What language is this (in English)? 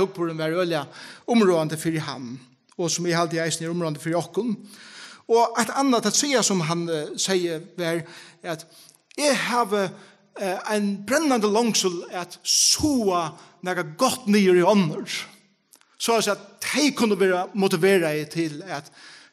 Faroese